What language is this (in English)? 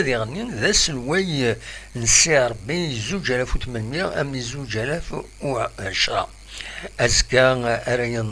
Kabyle